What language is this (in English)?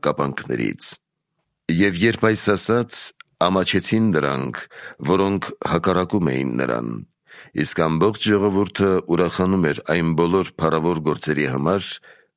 Armenian